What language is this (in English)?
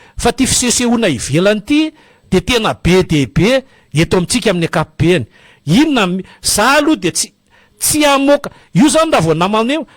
Malagasy